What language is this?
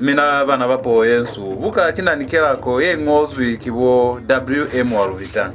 Lozi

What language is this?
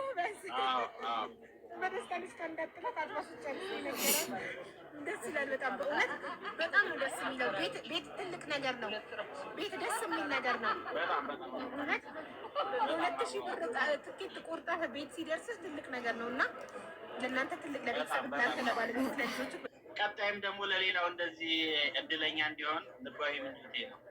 Amharic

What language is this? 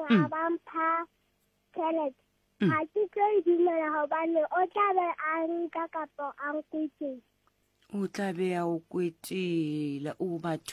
Southern Sotho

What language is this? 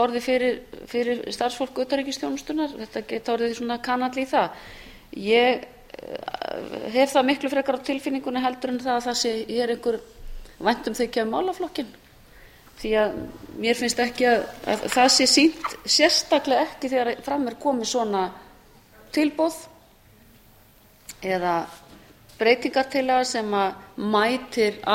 Icelandic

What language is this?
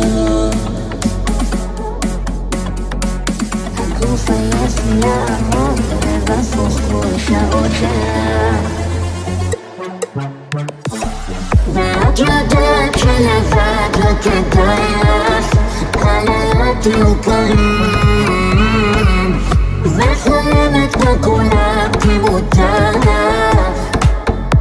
Hebrew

